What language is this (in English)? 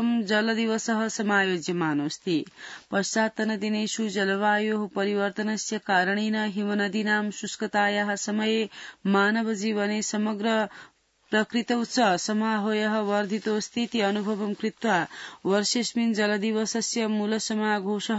Sanskrit